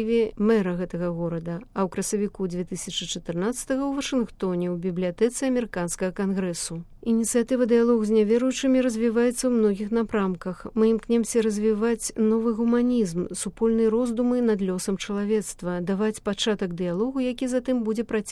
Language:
Belarusian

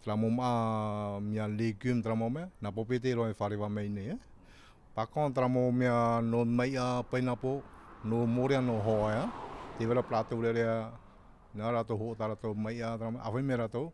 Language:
Tahitian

